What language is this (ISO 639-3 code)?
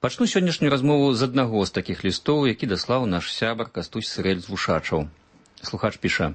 bel